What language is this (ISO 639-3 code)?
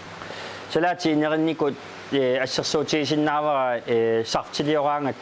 kal